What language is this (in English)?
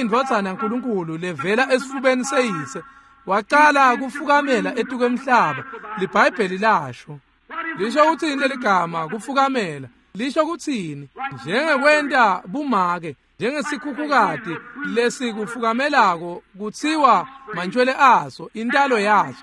Swati